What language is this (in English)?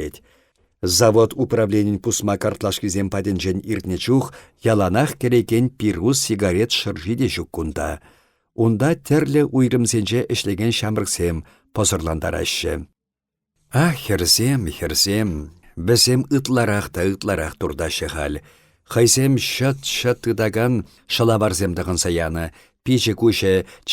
Chuvash